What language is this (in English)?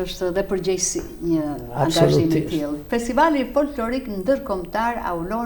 Albanian